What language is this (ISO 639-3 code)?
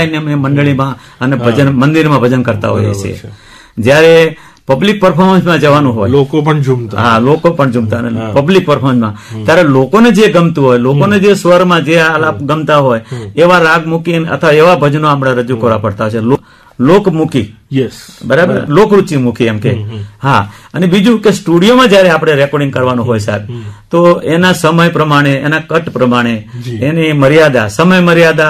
guj